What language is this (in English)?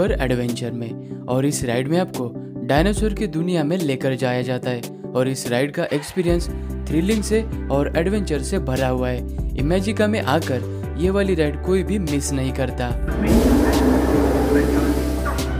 Hindi